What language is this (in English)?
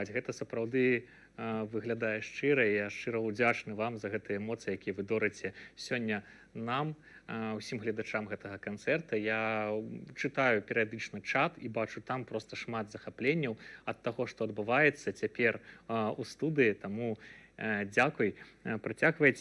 Belarusian